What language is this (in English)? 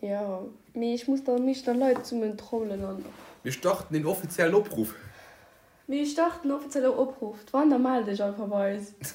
Luxembourgish